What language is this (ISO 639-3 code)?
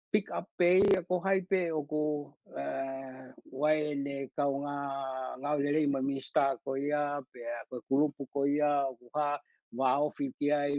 ton